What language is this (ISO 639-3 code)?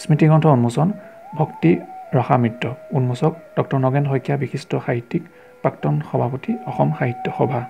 asm